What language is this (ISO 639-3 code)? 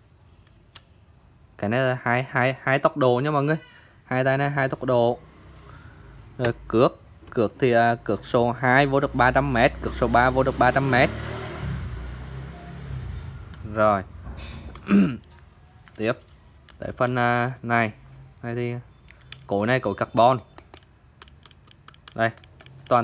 vie